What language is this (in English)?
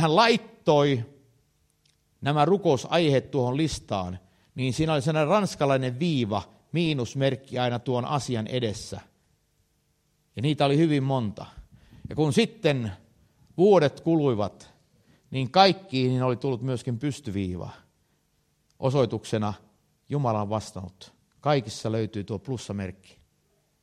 Finnish